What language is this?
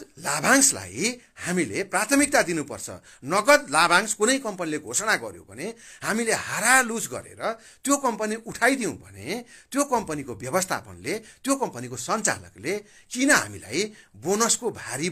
Nepali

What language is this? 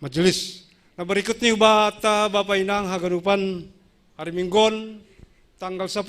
Batak Simalungun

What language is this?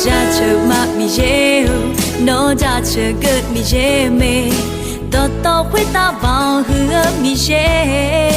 Akha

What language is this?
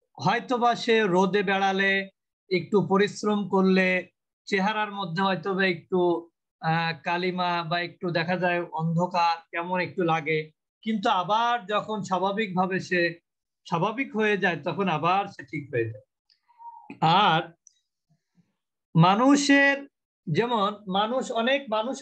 Bangla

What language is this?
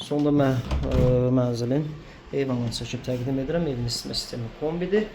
Azerbaijani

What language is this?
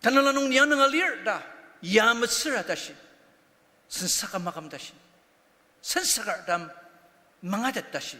Ao Naga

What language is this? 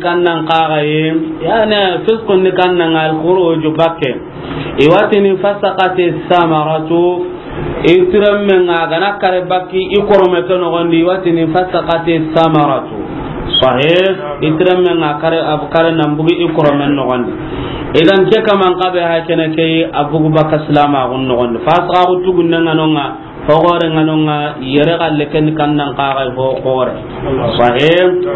Soninke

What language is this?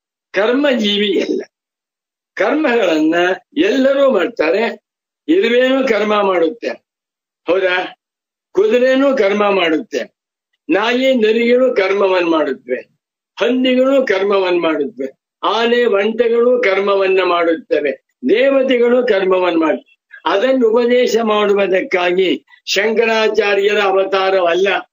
Kannada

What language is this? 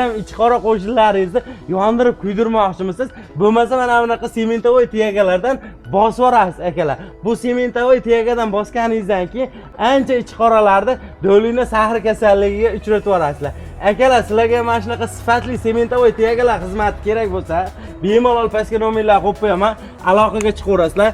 Uzbek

